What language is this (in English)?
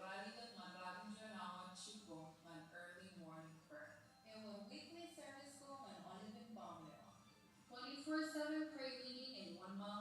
Marshallese